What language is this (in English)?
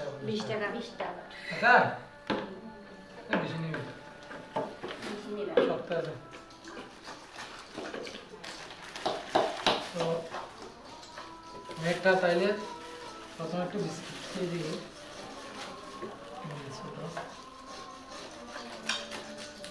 Bangla